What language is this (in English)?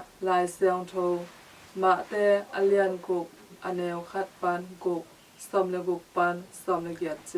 Tedim Chin